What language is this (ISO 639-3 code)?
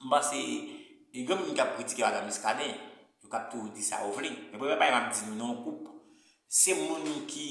hat